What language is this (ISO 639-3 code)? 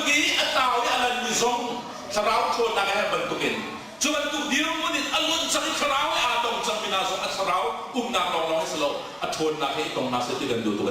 cnh